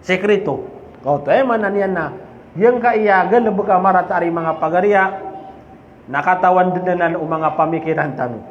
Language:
Maranao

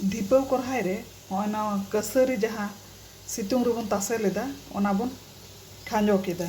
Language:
Santali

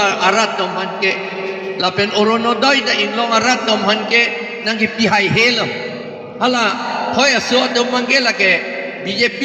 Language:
Karbi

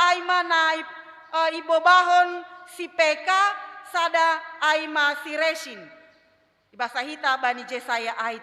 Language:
Batak Simalungun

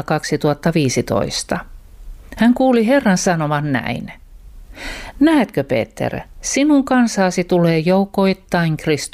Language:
Finnish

